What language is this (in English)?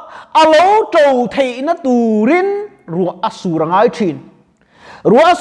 Mizo